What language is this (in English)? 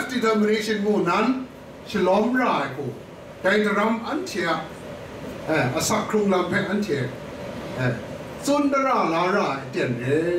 Kachin